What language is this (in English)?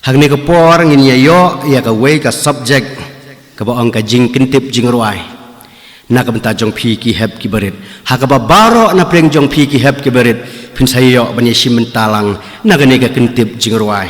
Khasi